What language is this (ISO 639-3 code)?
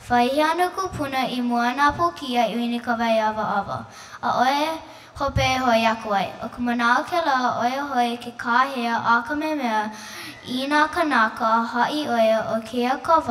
haw